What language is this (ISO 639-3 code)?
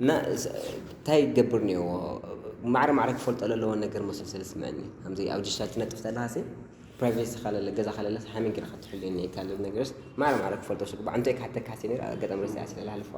tir